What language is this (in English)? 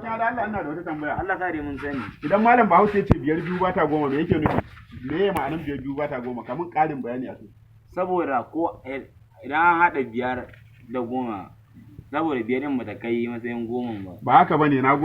Hausa